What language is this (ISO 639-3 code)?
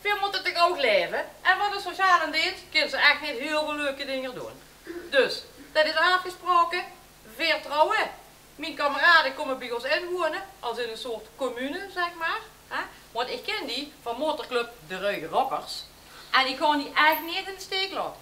lim